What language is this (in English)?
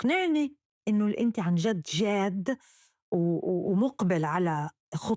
North Levantine Arabic